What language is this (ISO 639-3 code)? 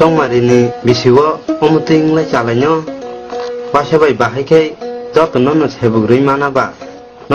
trp